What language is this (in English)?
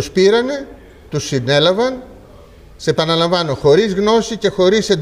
Greek